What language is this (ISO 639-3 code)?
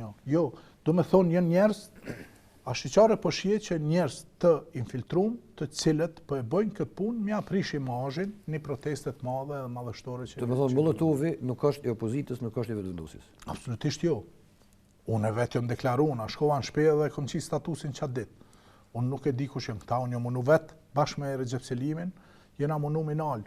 sqi